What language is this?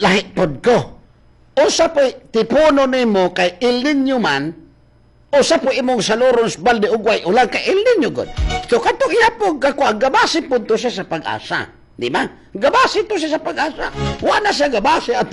Cebuano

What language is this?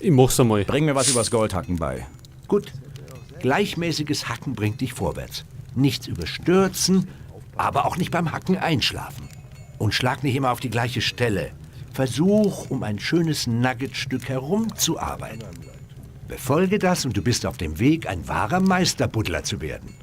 Bavarian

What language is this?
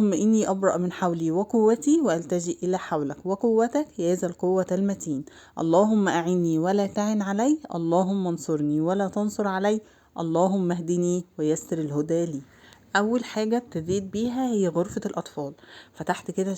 Egyptian Arabic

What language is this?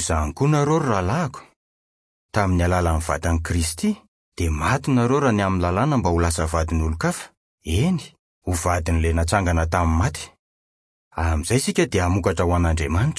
Malagasy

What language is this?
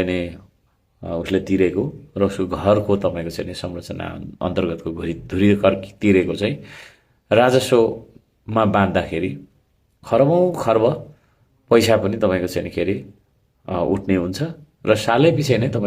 Nepali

